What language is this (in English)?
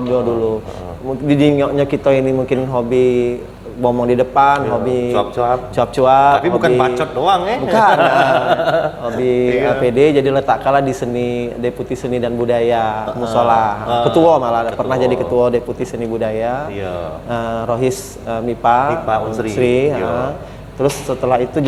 Musi